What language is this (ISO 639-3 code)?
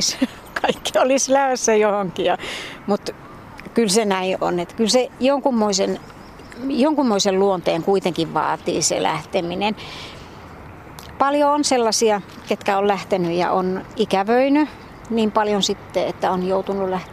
fin